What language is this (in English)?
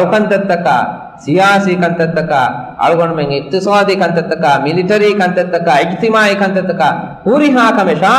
Divehi